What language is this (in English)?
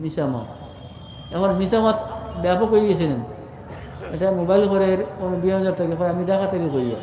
Sylheti